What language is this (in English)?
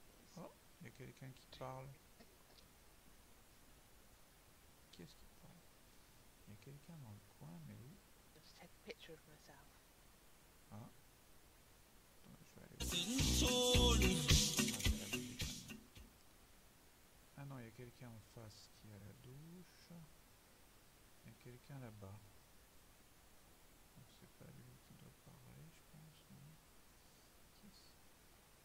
French